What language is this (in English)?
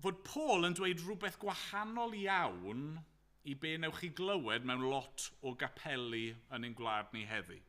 Welsh